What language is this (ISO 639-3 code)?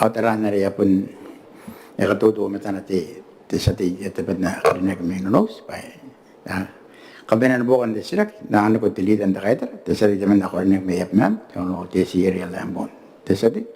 gil